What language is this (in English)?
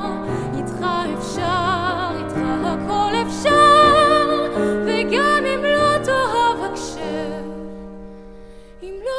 Hebrew